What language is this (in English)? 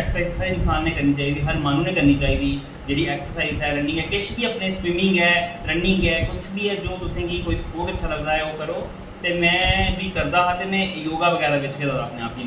Dogri